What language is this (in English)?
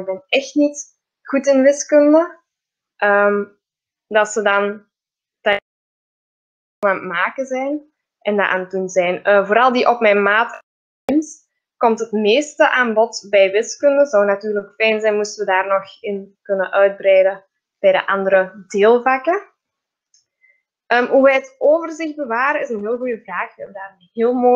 Dutch